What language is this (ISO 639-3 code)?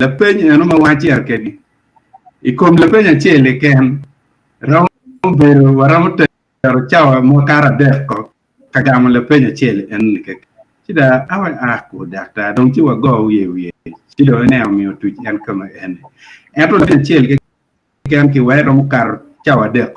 ach